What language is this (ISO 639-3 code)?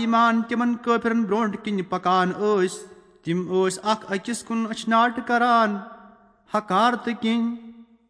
kas